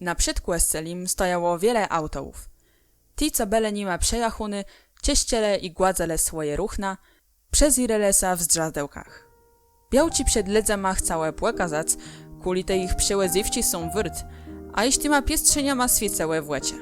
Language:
Kashubian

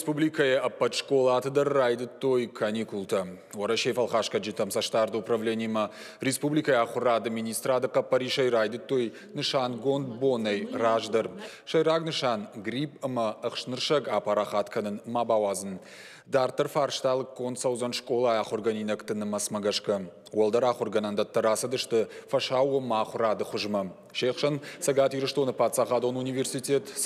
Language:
Ossetic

